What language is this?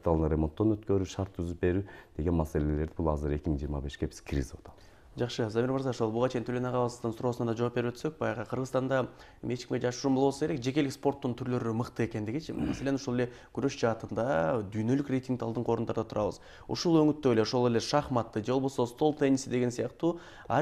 Kyrgyz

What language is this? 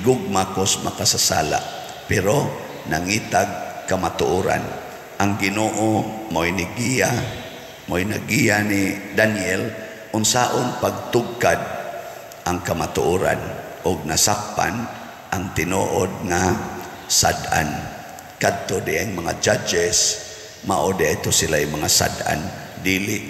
Cebuano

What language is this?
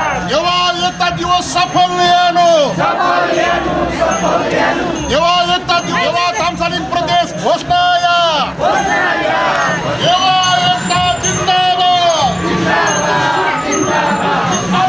Newari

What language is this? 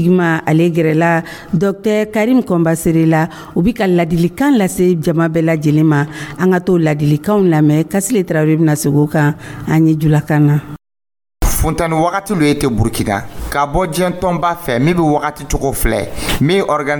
Dyula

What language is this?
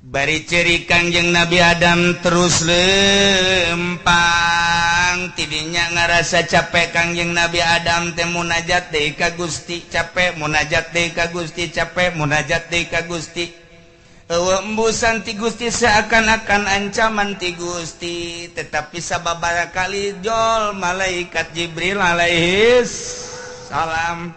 Sundanese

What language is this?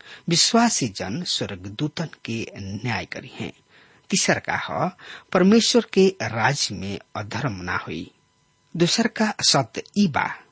Bhojpuri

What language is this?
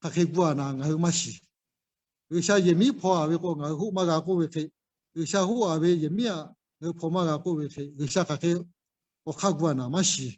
Lahu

